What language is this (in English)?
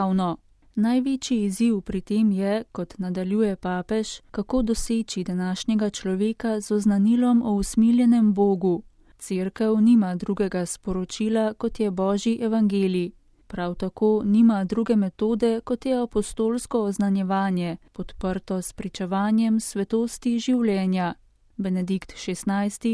Slovenian